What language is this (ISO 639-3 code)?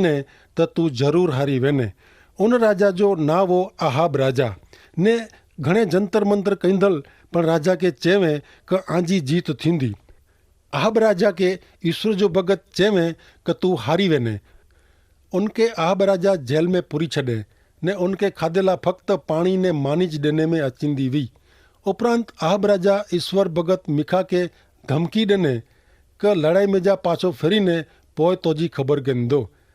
kfr